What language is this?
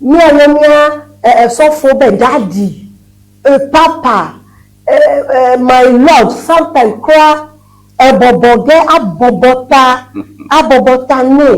Ewe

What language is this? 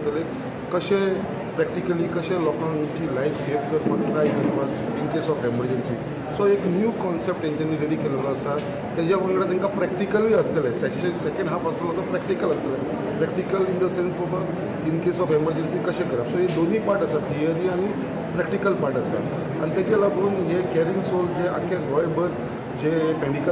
Konkani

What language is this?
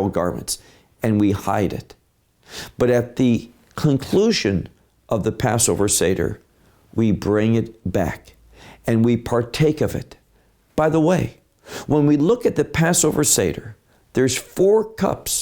English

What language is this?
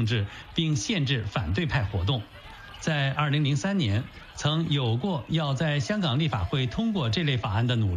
Chinese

